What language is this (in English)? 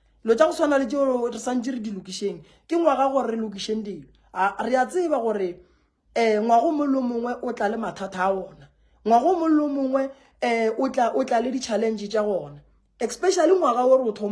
Northern Sotho